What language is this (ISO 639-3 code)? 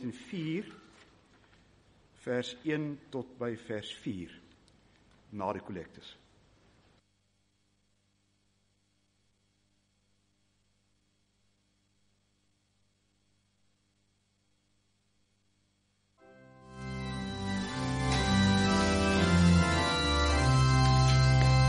afr